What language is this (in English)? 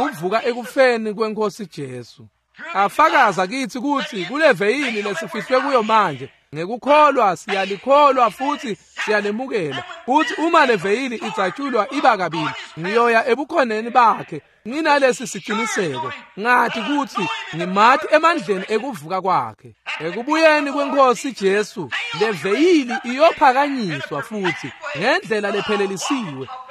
Swati